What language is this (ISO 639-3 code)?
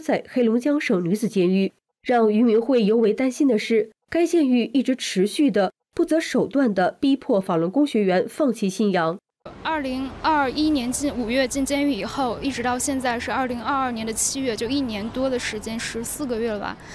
zho